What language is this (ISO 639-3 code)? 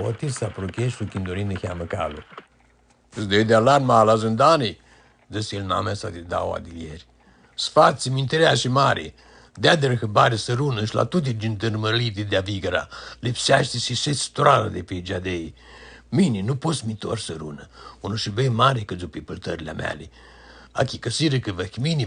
rup